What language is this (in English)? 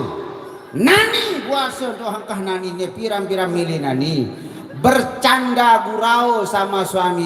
Sasak